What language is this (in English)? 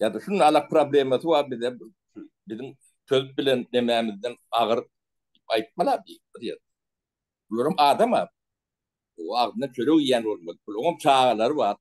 Turkmen